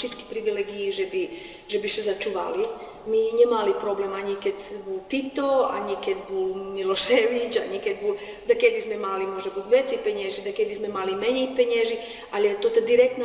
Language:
Rusyn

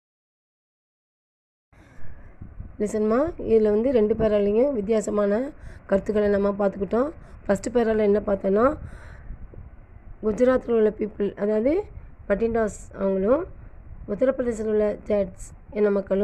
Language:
Tamil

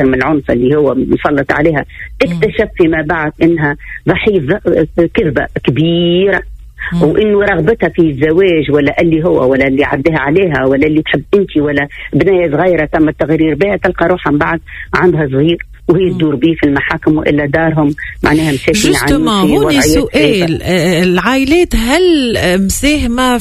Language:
Tunisian Arabic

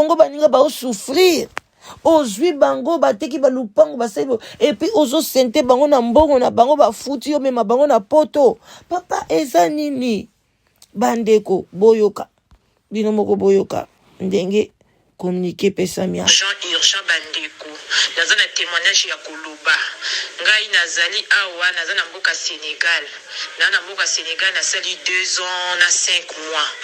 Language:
Lingala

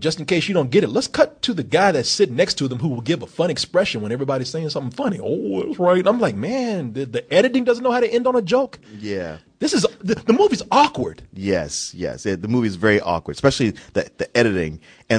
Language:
English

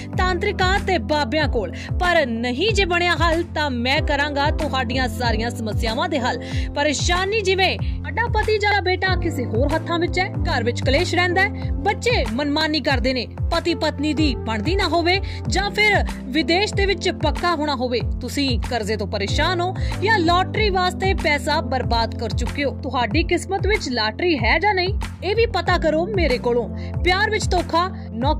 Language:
Punjabi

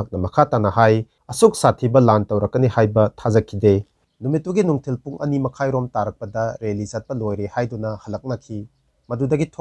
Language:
Manipuri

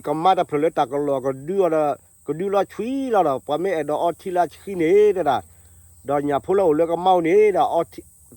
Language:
S'gaw Karen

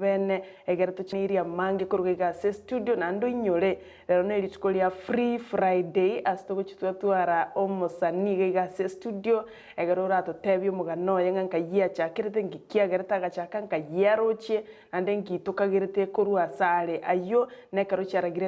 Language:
Gusii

